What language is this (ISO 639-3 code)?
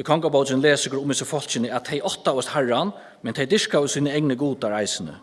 fao